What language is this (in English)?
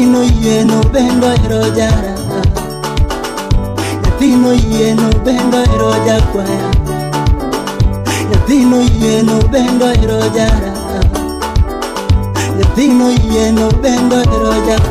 Luo (Kenya and Tanzania)